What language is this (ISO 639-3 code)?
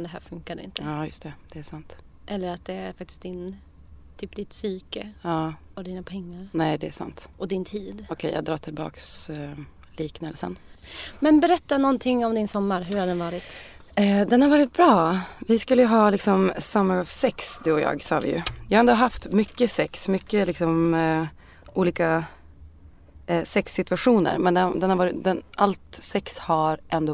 swe